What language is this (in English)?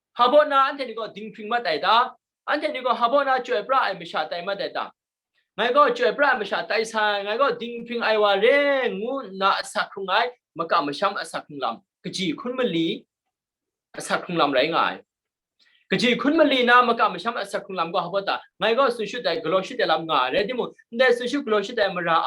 Kachin